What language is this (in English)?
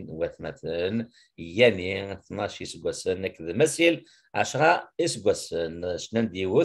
Kabyle